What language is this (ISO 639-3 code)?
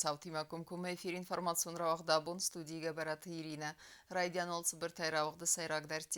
oss